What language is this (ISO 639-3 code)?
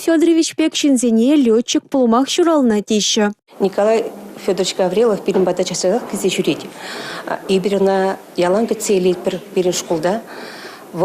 chv